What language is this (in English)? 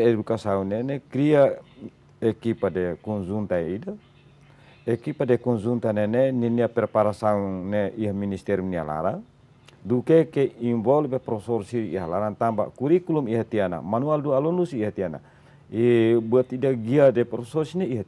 Tetum